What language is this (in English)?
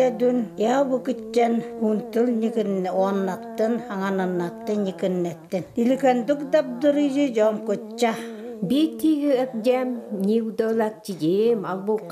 Even